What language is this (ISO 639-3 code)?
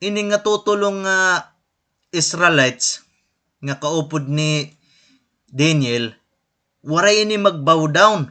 war